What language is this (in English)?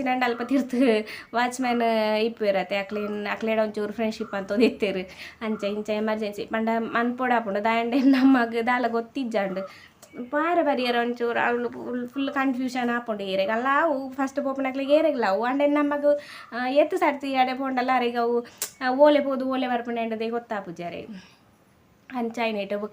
Tulu